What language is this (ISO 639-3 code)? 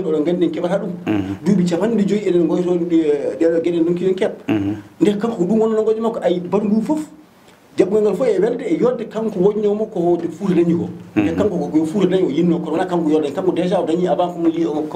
ful